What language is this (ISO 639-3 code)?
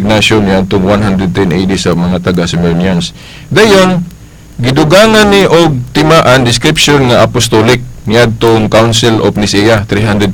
ceb